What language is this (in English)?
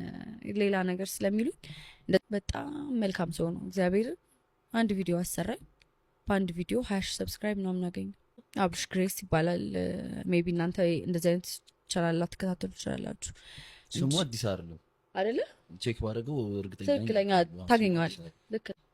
Amharic